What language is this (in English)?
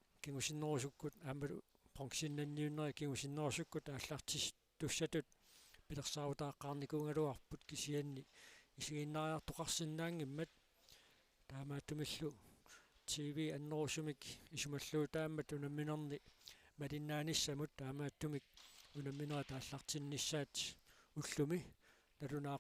Kalaallisut